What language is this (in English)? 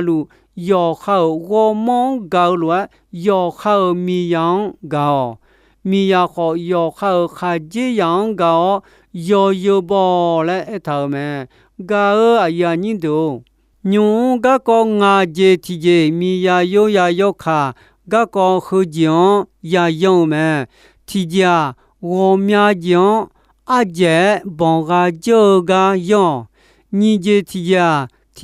Akha